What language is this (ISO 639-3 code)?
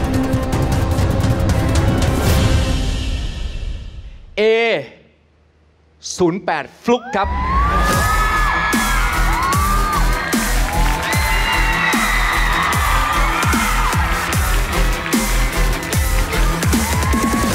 tha